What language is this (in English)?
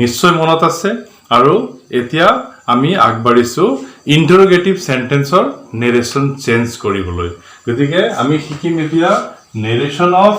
Assamese